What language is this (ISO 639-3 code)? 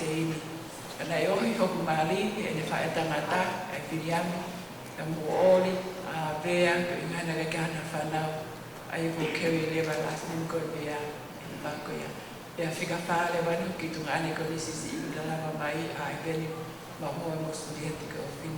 ton